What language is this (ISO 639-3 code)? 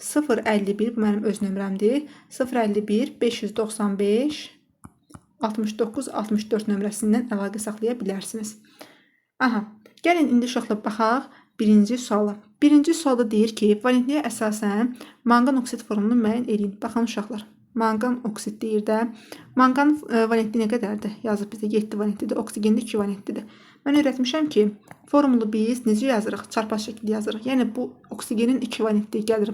aze